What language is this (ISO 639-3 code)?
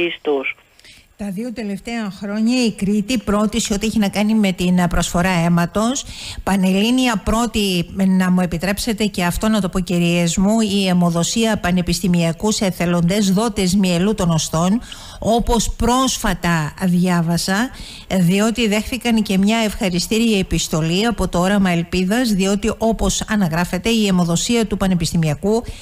ell